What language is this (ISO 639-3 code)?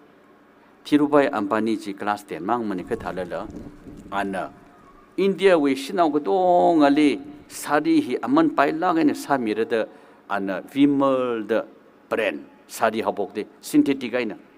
nmf